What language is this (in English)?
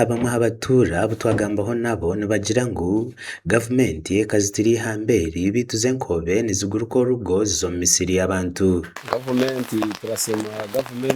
Nyankole